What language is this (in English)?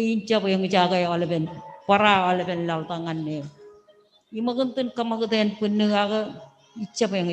Marshallese